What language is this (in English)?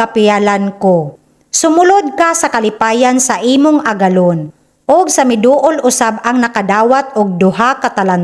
Cebuano